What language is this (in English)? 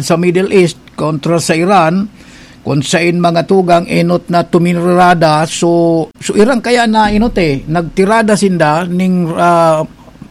Bikol